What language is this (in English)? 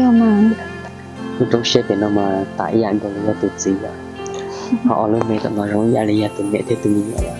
Hmong